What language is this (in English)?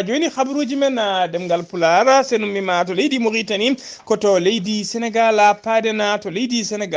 Fula